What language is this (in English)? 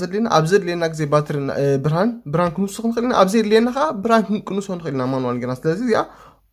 Tigrinya